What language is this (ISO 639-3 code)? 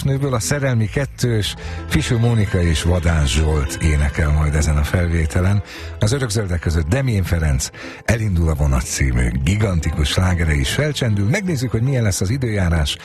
hun